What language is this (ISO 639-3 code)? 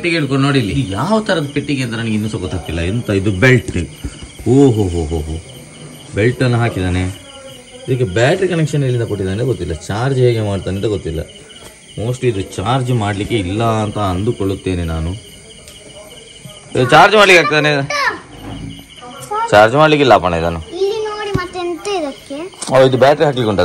kan